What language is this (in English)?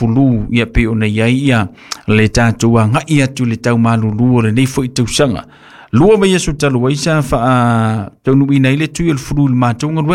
Samoan